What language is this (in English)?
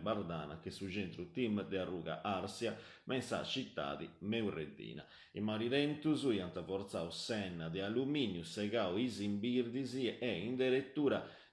Sardinian